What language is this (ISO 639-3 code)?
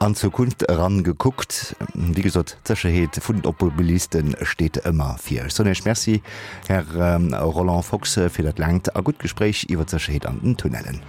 ltz